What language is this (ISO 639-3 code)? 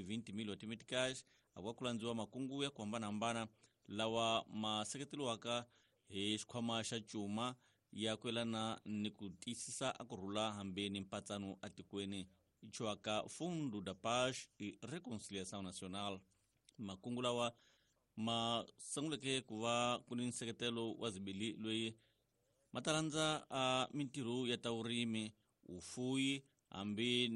tso